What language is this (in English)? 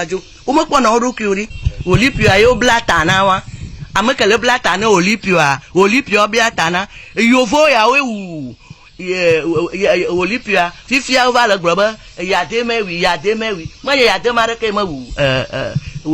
Ewe